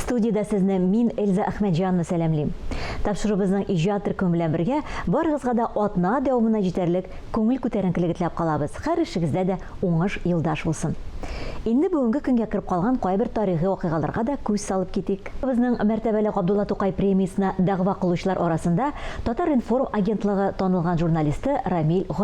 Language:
Tatar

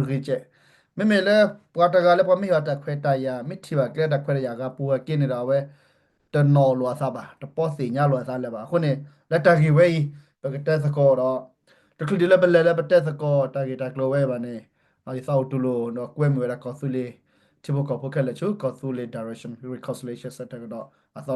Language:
S'gaw Karen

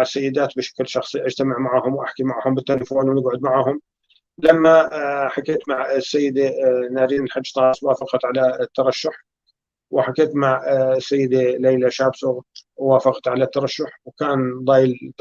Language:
North Levantine Arabic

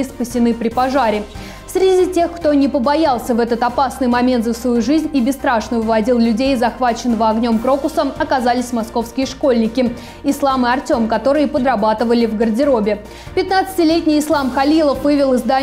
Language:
Russian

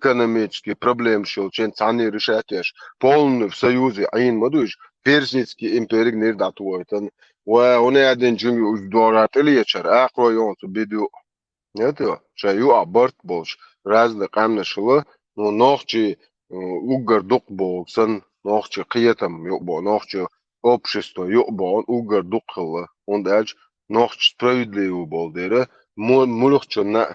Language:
Chechen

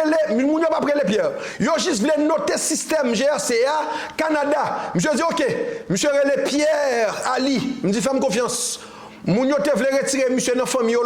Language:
Haitian Creole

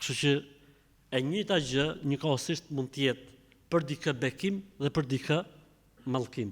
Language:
Albanian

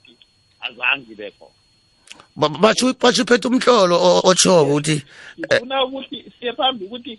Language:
South Ndebele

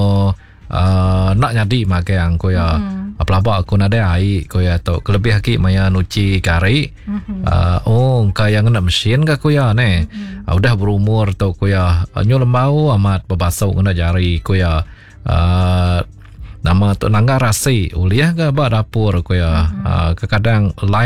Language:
Iban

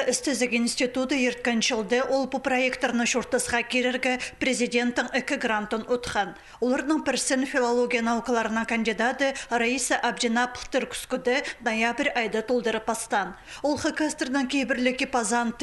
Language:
Khakas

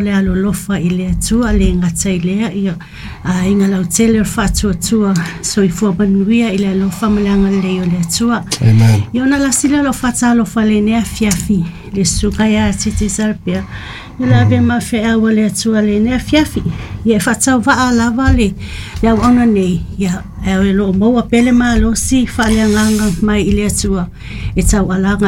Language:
Samoan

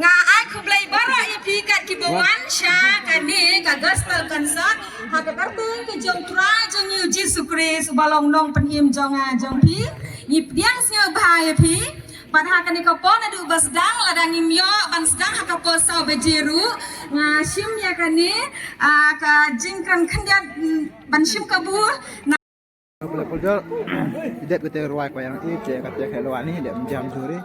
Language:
Khasi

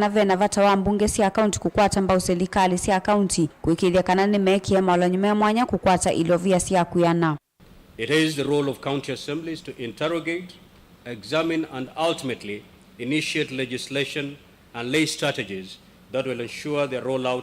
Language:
Kamba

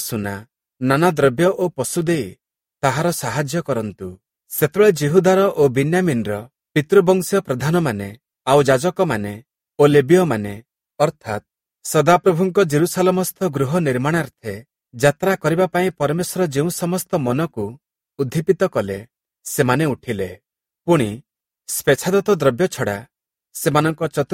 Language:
Odia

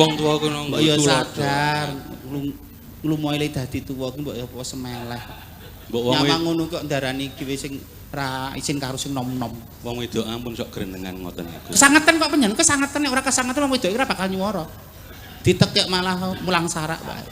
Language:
Javanese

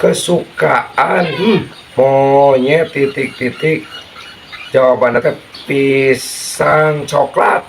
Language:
Sundanese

